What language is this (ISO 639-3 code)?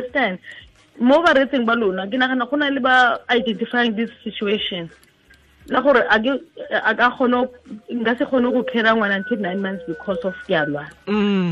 tsn